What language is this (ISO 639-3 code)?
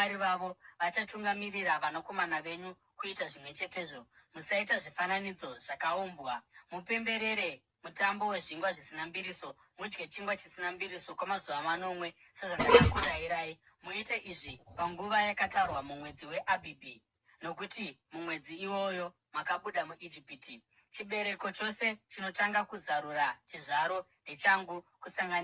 sna